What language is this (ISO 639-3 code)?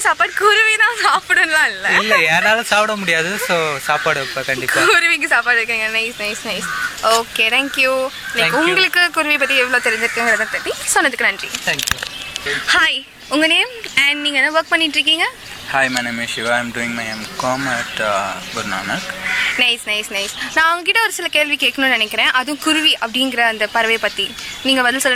tam